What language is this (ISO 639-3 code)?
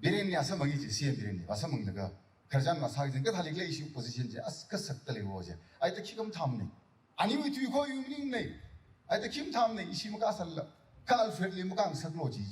nmf